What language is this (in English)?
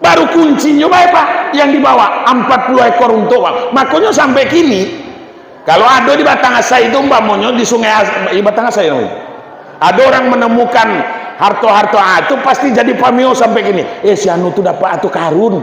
Minangkabau